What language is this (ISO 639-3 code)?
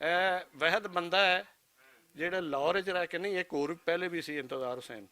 lah